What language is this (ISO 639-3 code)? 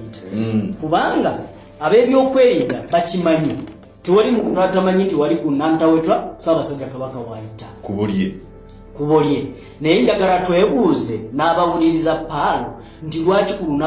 lug